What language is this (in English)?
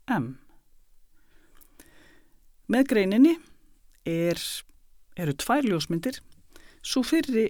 Icelandic